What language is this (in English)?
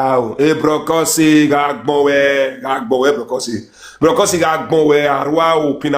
Nigerian Pidgin